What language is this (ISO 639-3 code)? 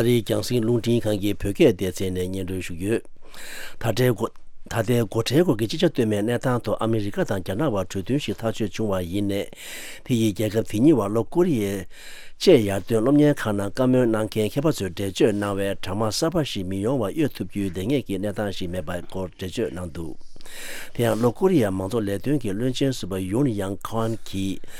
bod